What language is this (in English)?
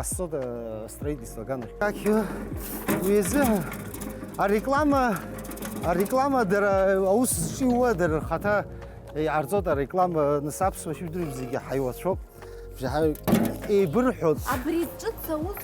Abkhazian